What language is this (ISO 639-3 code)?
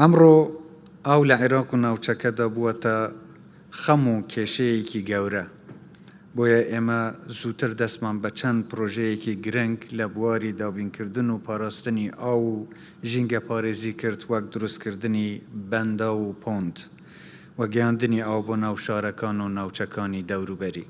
ckb